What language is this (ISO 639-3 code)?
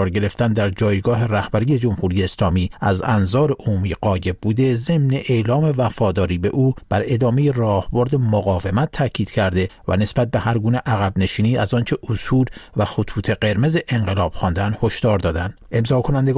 fas